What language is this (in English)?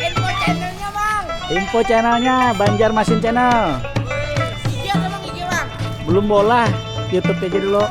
Banjar